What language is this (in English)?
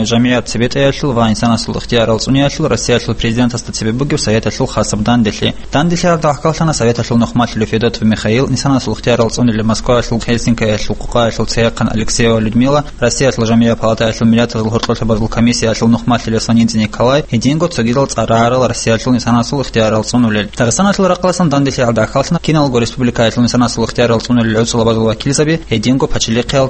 Avaric